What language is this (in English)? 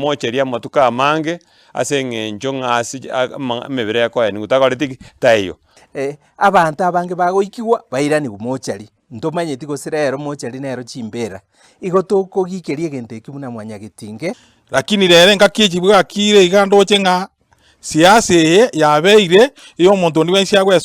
Gusii